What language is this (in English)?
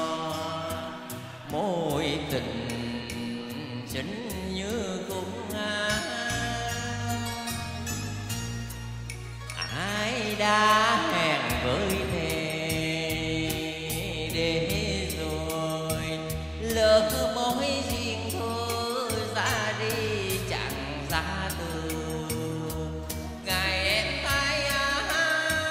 Vietnamese